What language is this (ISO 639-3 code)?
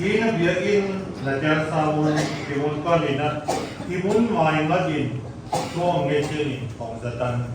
csy